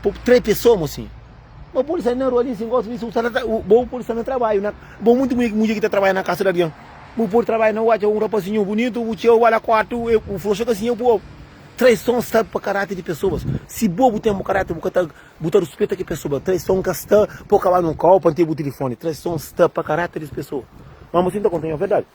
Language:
Kabuverdianu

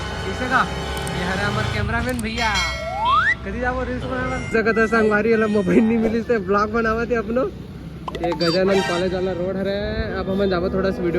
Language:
Chhattisgarhi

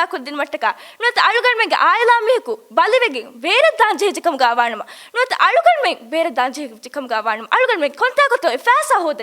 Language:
Divehi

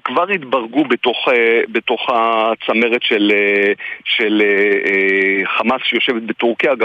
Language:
Hebrew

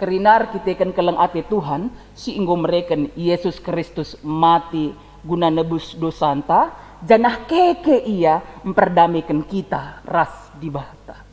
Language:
Batak Karo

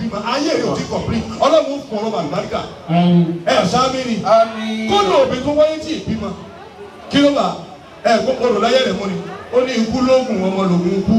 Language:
Yoruba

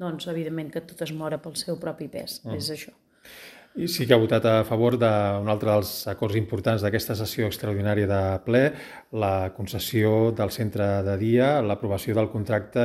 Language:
Catalan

